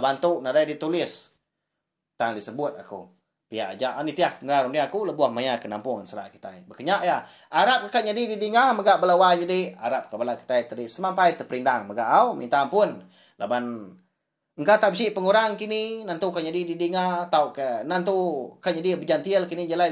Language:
Iban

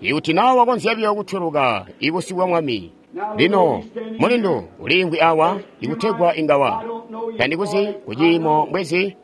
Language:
Tonga (Zambia)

